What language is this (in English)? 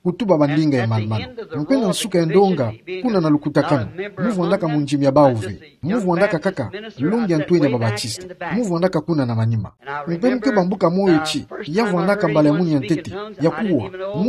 Kituba (Democratic Republic of Congo)